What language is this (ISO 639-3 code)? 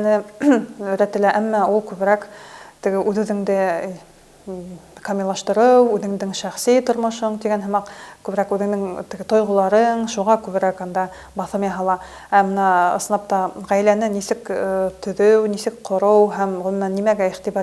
bak